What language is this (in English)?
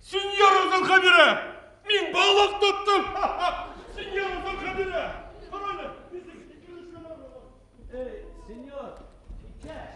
Bashkir